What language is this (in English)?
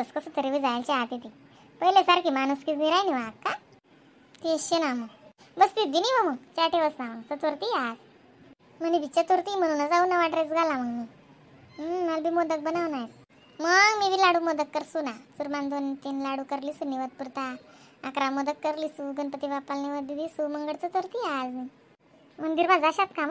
Khandesi